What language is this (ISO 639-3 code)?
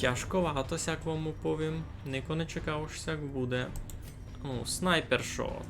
rue